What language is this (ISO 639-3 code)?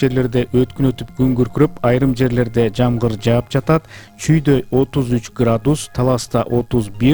kir